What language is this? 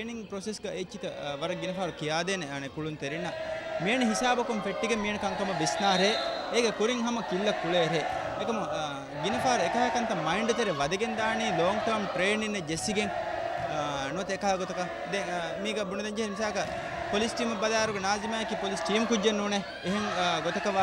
Divehi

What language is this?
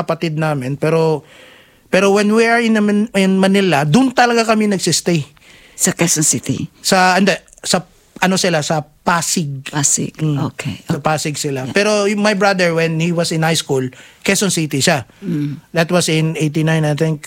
Filipino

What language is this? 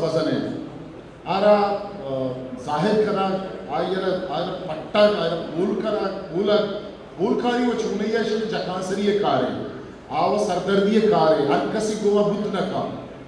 Eastern Balochi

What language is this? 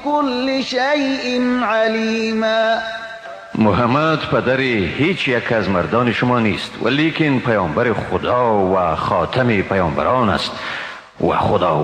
Tajik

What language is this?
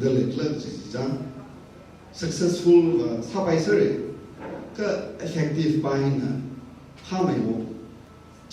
Tangkhul Naga (India)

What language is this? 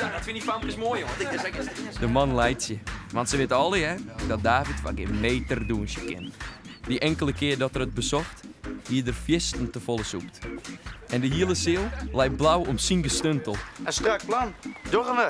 Western Frisian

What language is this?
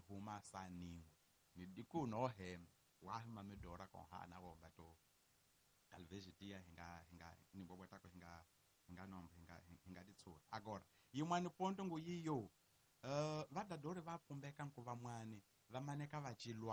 Tsonga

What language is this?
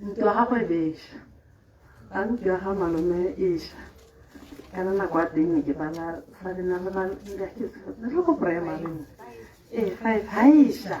Tswana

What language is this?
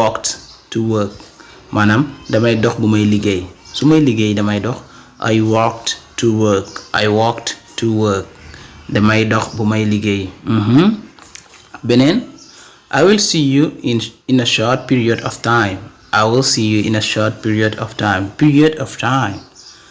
Wolof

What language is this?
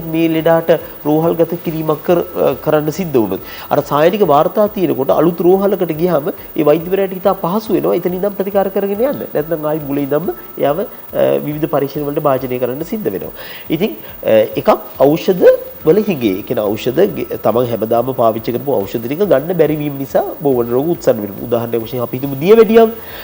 Sinhala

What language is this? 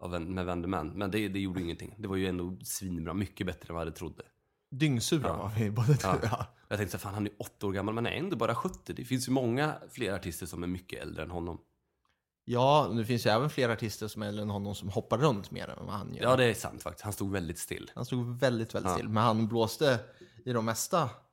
Swedish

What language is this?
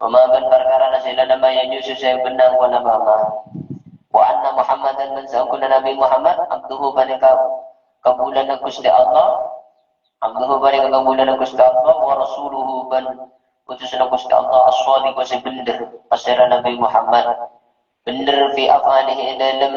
Madurese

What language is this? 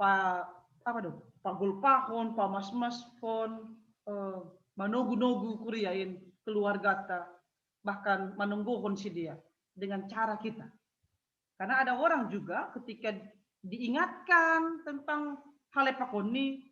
Batak Simalungun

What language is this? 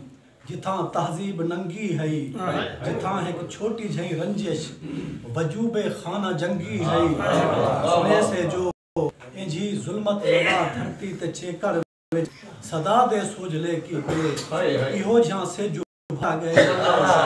Saraiki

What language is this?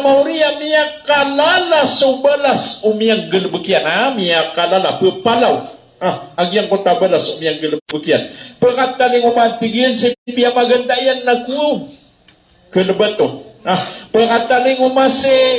Maranao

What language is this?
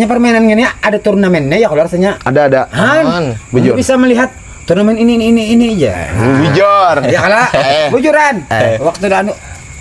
Banjar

